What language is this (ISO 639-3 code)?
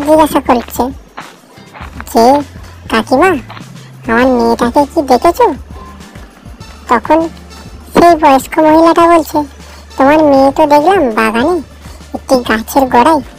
ben